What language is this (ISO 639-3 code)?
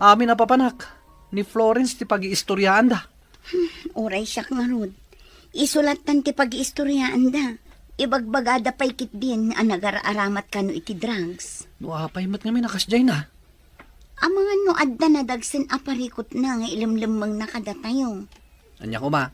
ilo